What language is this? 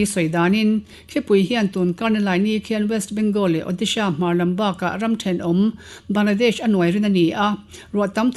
Mizo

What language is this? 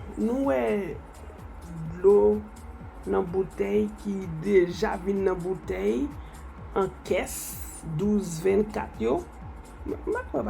Haitian Creole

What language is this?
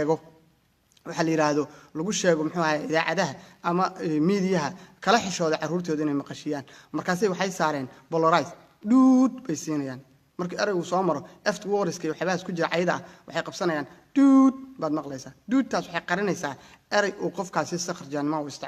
Somali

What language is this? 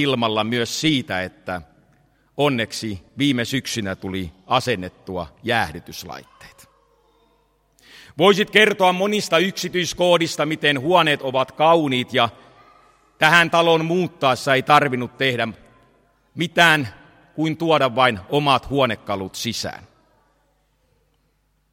Finnish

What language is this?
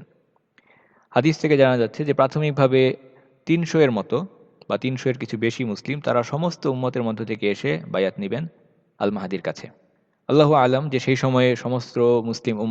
Bangla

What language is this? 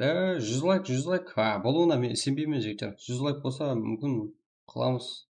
Kara-Kalpak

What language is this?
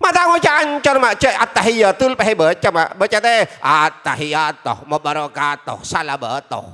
Madurese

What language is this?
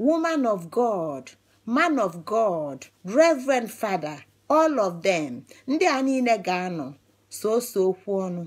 Igbo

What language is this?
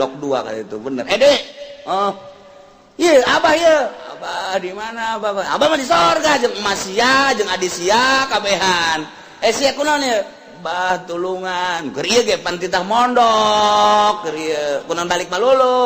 Sundanese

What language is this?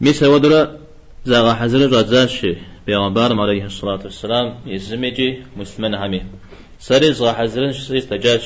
Kabardian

